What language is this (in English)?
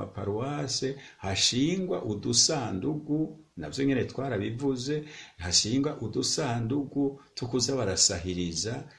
Rundi